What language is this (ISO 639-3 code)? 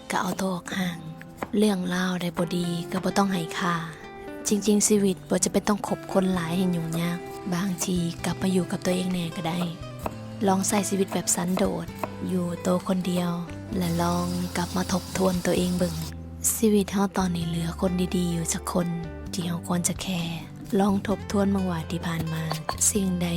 lao